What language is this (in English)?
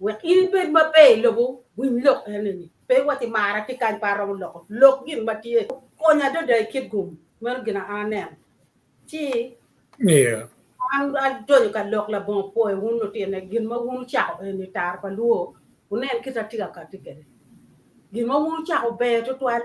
Acoli